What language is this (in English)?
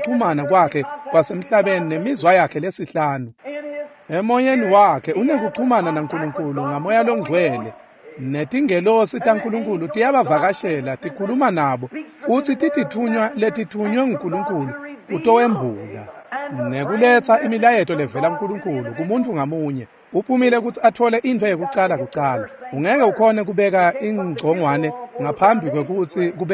Swati